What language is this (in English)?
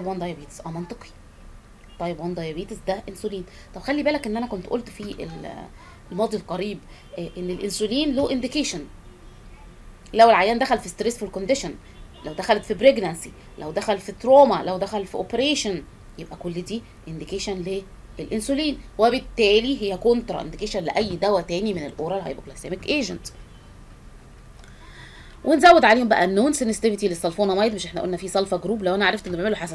Egyptian Arabic